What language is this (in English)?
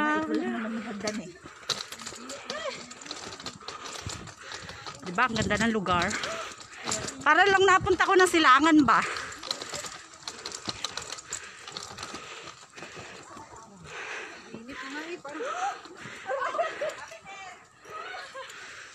Filipino